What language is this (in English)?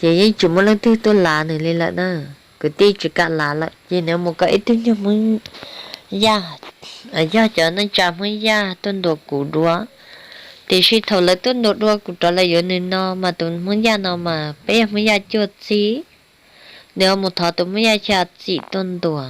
Hmong